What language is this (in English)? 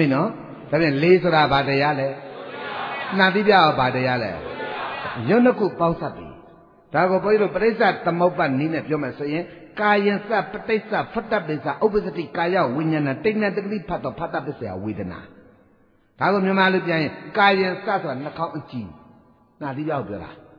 Burmese